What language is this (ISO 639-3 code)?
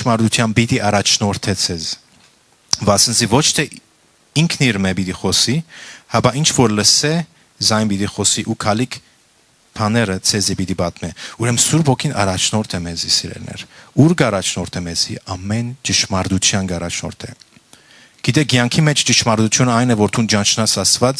hyw